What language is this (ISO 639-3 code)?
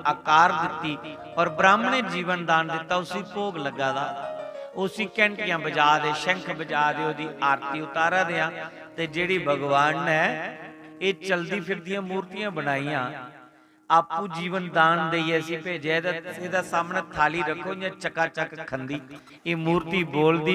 doi